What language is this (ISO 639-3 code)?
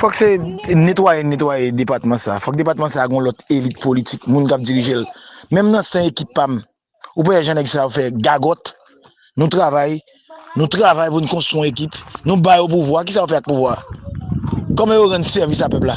hat